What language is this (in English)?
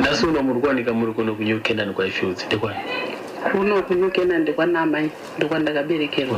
Shona